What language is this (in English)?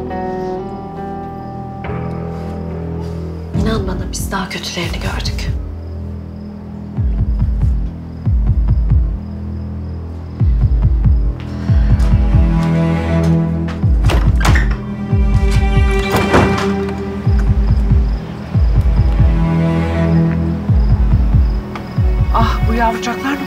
Turkish